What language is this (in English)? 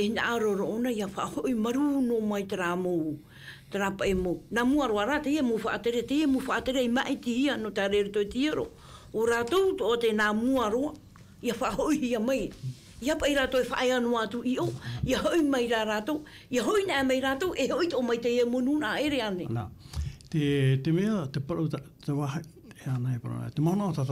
Tahitian